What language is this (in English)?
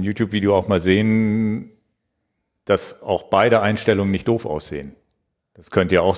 German